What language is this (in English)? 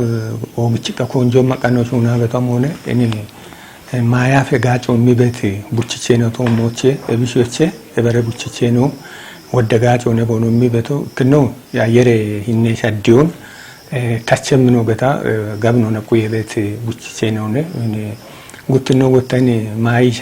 Kafa